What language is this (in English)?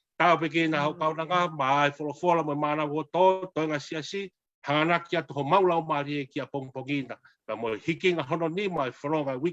Tongan